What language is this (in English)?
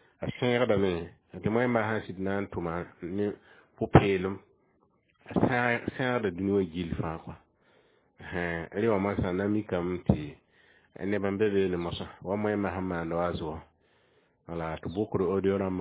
Mossi